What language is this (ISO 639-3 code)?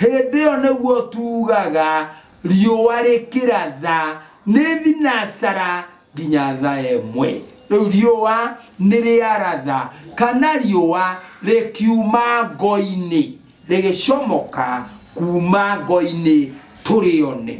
kik